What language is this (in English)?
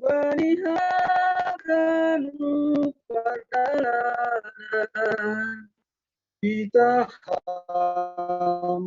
Batak Simalungun